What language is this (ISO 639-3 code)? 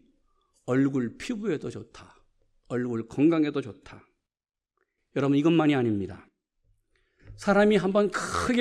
kor